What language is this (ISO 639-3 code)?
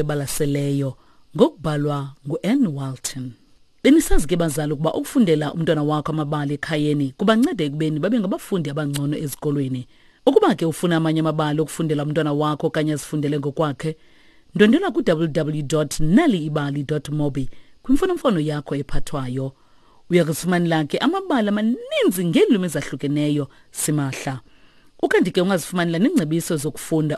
xho